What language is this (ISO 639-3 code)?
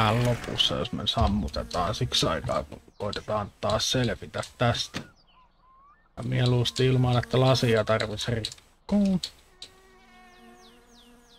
fin